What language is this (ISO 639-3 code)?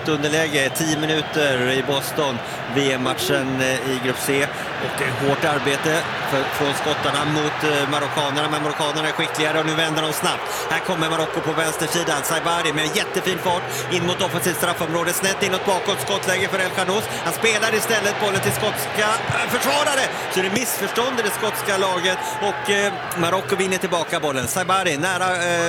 swe